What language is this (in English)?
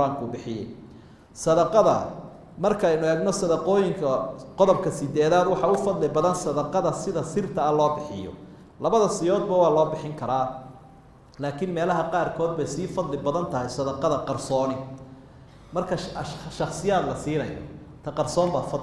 Somali